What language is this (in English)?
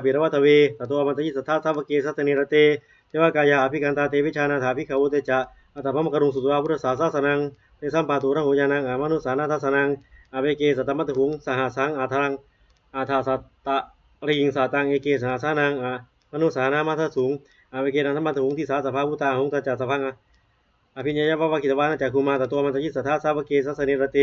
Pali